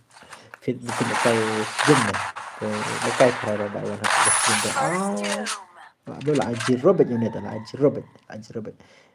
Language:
Khasi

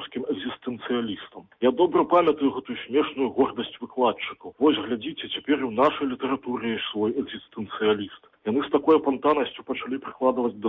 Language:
Belarusian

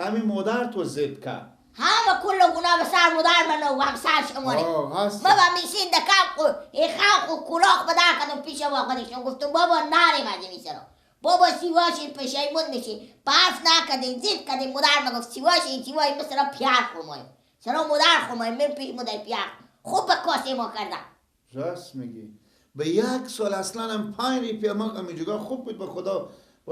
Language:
Persian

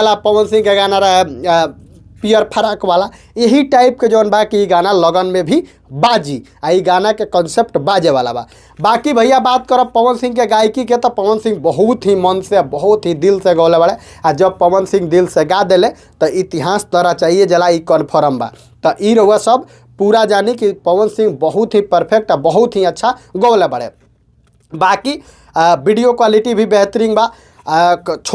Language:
Bhojpuri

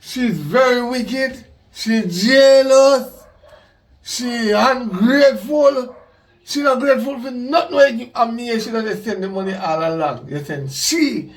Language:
Jamaican Creole English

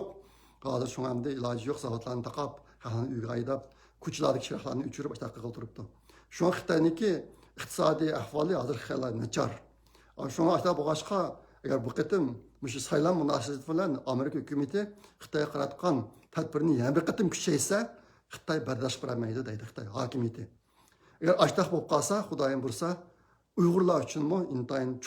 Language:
Uyghur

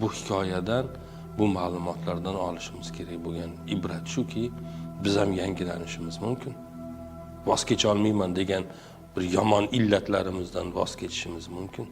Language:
Uzbek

